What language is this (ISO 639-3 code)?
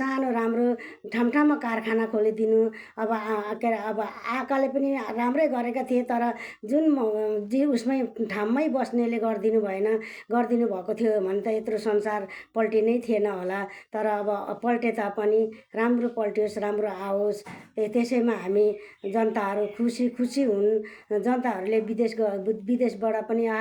nep